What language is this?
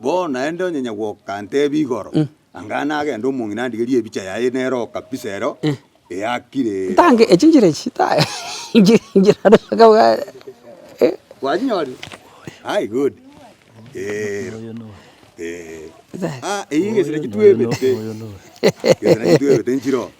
Gusii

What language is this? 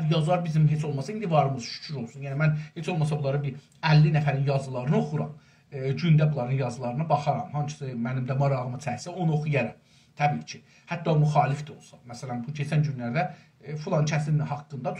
South Azerbaijani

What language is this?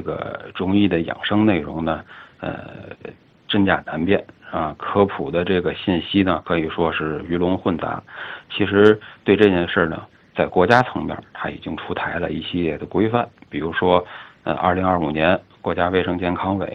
Chinese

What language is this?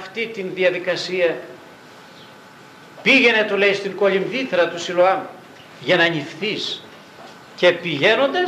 Greek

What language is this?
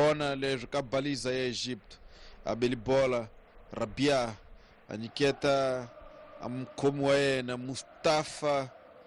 Tsonga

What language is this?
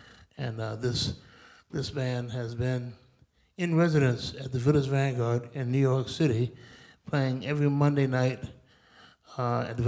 English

